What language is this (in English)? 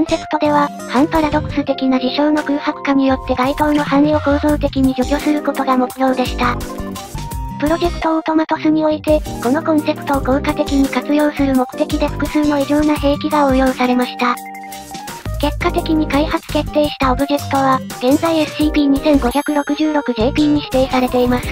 Japanese